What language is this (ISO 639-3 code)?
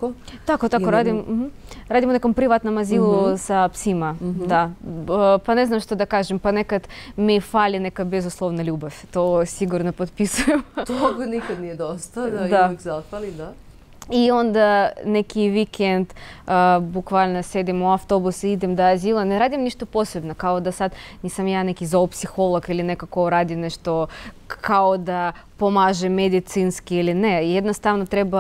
srp